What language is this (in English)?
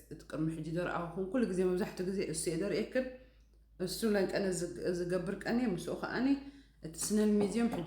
Tigrinya